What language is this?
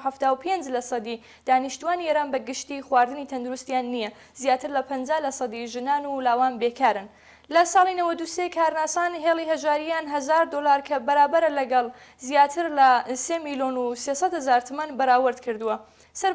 Central Kurdish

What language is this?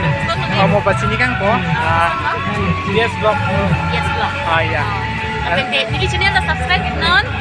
Karbi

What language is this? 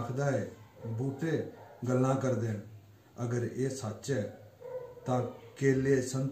Dogri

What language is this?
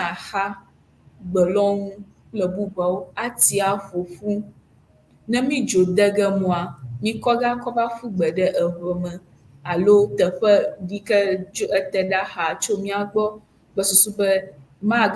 Ewe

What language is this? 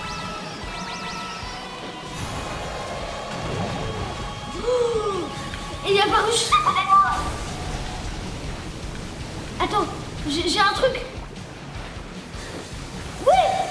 French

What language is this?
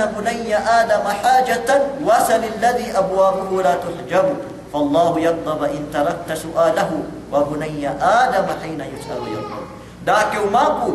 Yakan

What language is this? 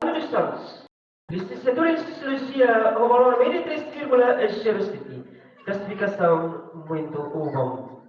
Tetum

